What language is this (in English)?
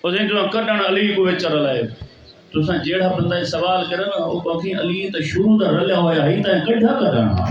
Saraiki